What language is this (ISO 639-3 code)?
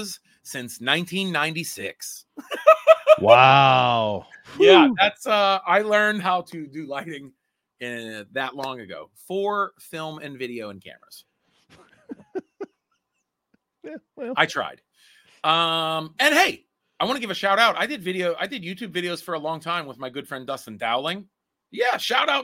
eng